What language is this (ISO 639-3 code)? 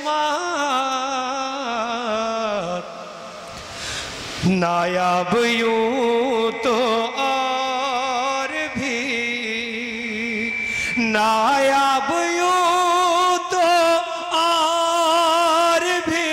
urd